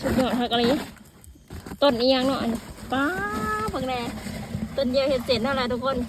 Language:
Lao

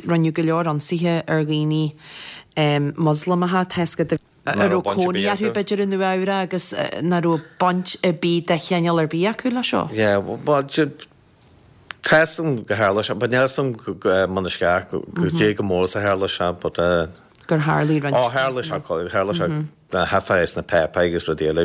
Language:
Irish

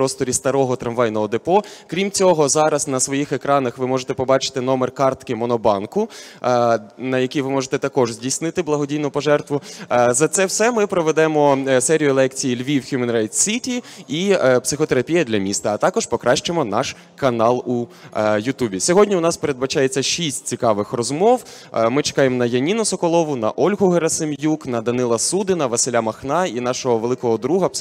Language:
Ukrainian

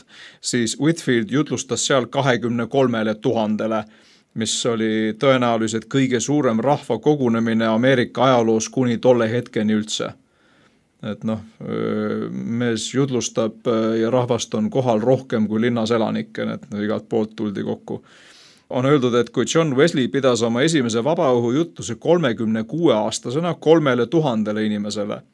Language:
Estonian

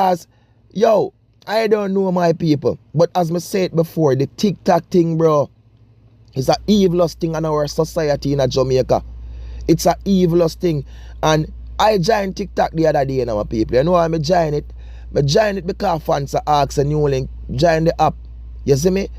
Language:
Jamaican Creole English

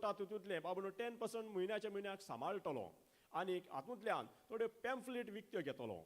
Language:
Konkani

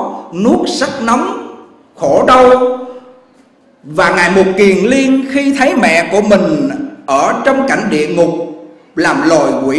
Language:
Vietnamese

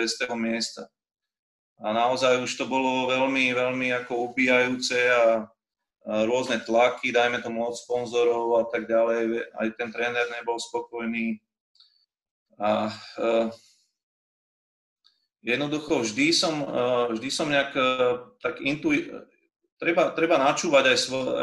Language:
Slovak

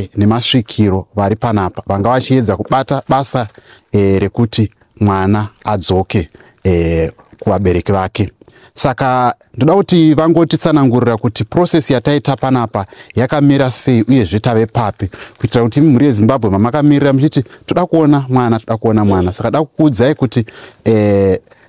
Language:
Shona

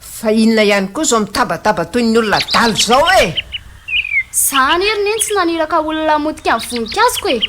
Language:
Malagasy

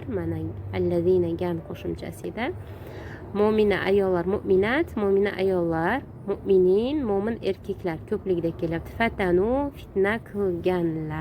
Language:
Uzbek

